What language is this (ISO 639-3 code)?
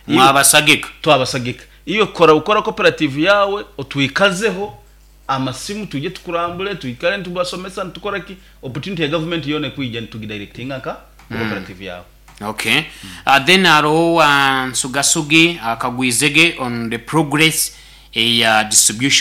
nyo